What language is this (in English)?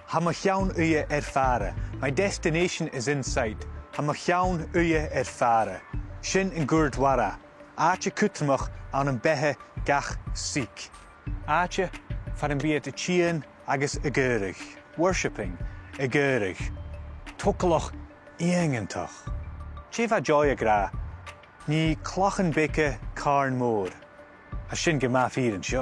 Scottish Gaelic